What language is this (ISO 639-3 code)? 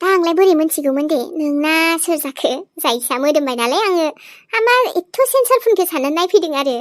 brx